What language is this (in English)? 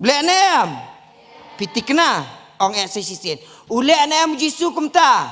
Khasi